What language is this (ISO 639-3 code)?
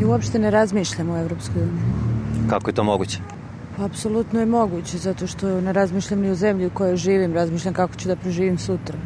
srp